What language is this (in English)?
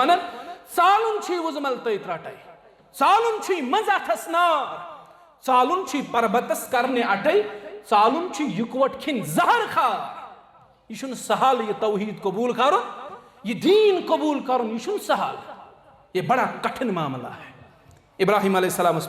Kashmiri